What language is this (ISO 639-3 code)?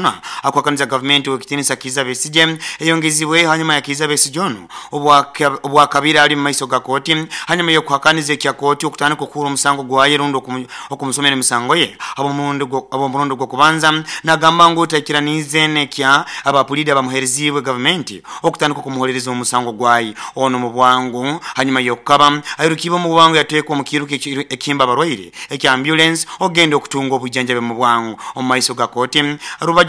nyo